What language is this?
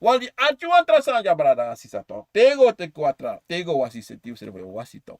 Sranan Tongo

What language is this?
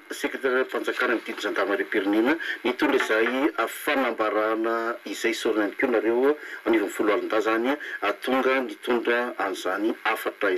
Malagasy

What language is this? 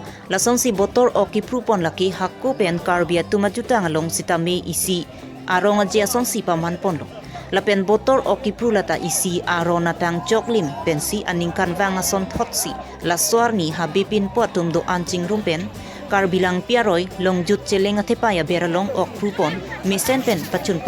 Karbi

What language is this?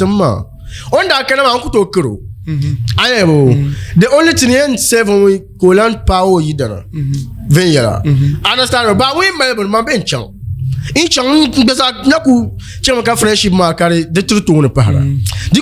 Dagbani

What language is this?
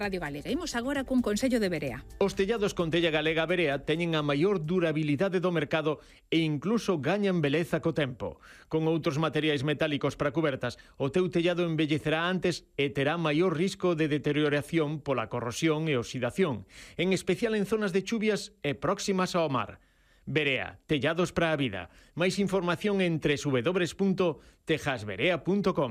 Galician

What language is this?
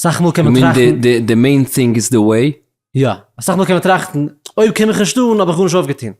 Yiddish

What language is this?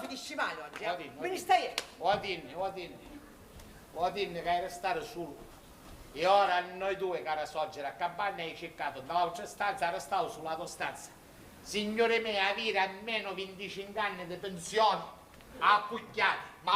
Sicilian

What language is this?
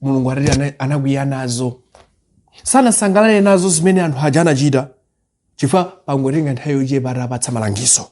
Nyanja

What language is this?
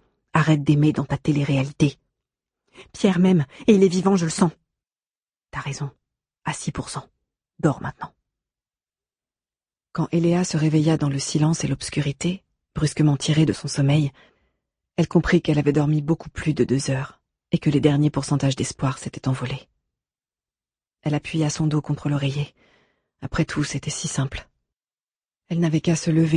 French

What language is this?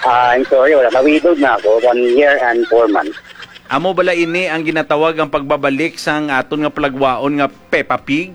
Hiligaynon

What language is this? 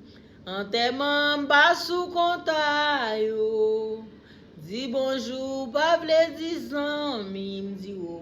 Haitian Creole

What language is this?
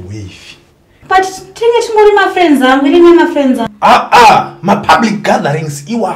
Shona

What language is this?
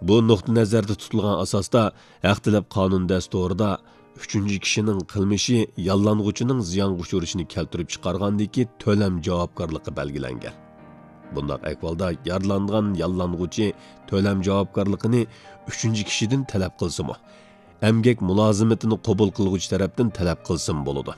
Uyghur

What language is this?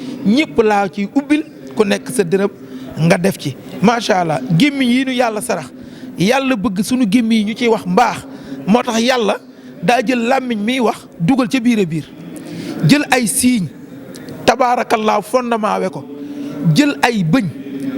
Wolof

